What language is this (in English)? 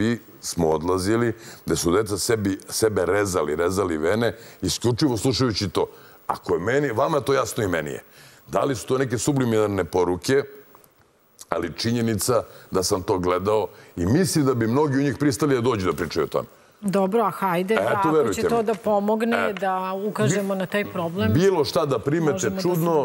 Serbian